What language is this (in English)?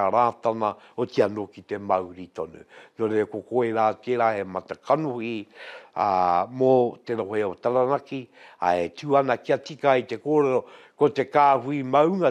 Māori